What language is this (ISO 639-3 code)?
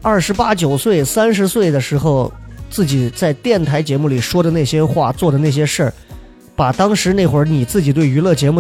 zho